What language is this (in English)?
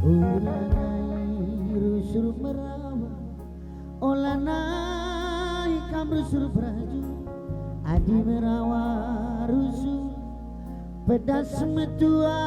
Batak Karo